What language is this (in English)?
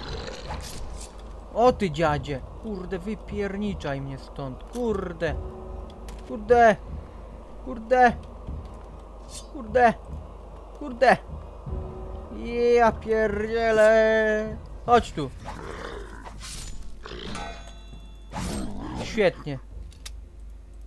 Polish